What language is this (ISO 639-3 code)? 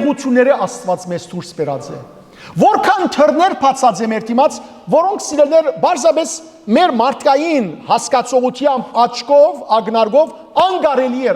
hyw